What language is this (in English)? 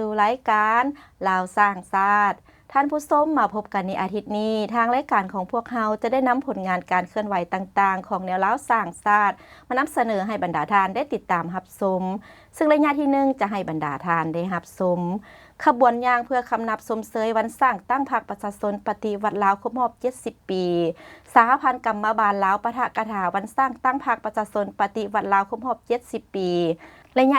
Lao